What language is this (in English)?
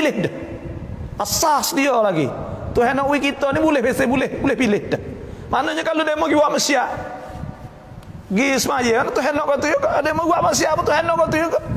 Malay